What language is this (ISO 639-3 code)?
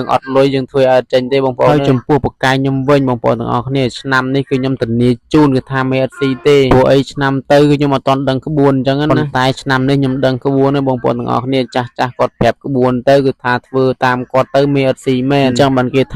khm